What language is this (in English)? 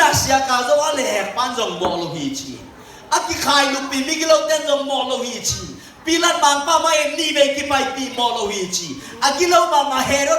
Tedim Chin